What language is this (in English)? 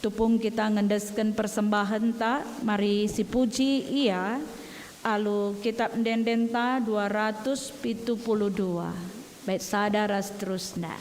Batak Karo